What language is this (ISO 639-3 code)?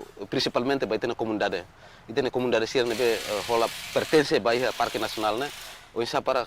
tet